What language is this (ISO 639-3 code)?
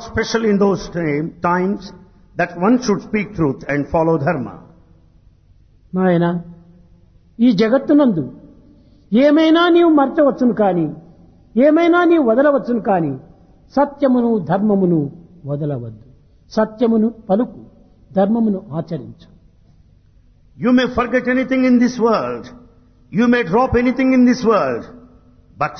tel